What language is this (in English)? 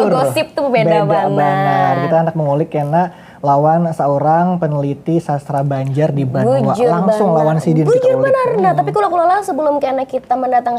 Banjar